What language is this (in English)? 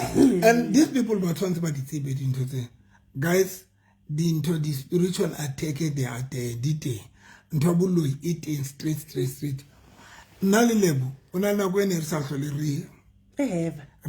Southern Sotho